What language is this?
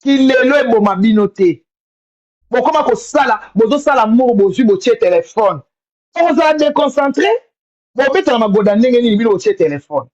Lingala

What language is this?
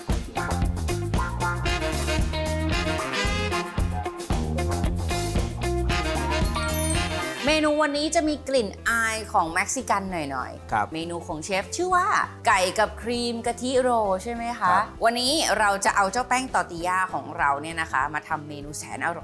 Thai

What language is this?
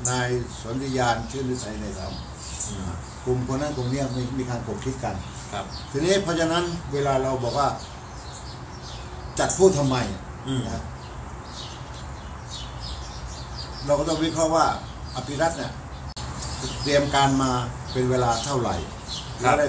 Thai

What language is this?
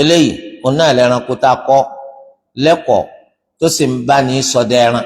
Yoruba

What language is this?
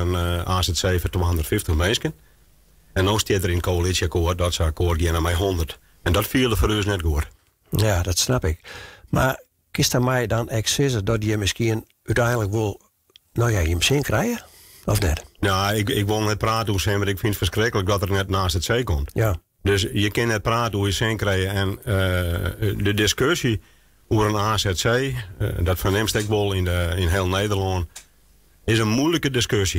Western Frisian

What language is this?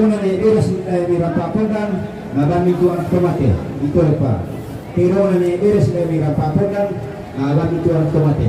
Toraja-Sa'dan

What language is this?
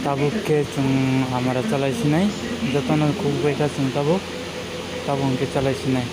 Kok Borok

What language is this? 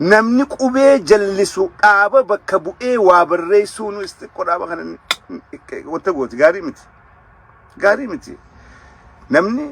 Oromo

